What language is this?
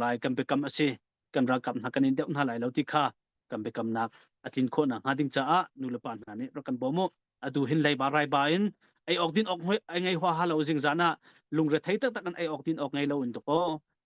Hakha Chin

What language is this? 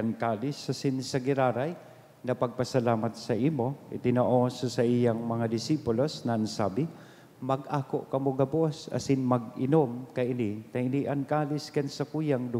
Bikol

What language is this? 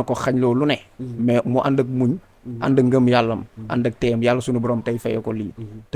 Wolof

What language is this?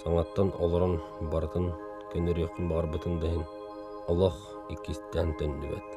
Yakut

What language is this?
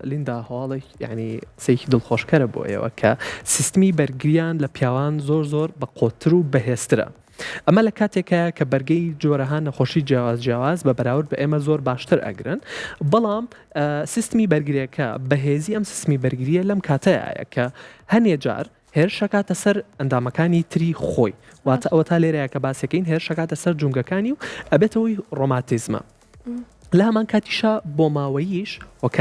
Central Kurdish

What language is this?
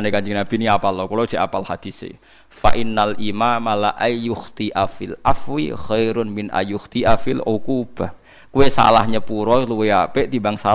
Javanese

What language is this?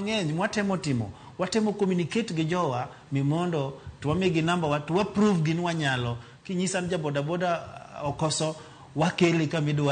Luo (Kenya and Tanzania)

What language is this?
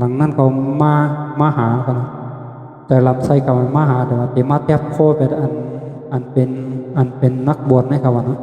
Shan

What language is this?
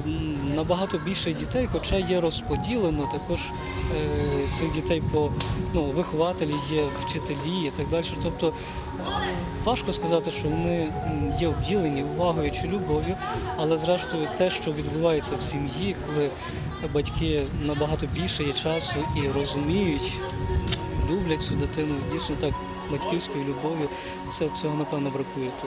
Ukrainian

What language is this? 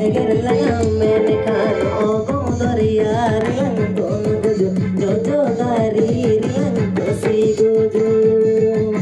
Santali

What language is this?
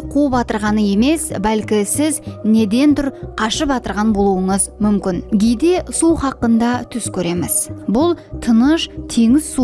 Kara-Kalpak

